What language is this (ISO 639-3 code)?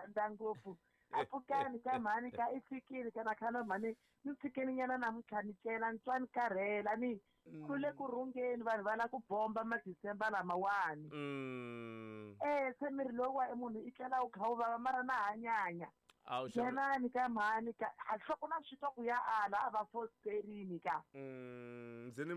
tso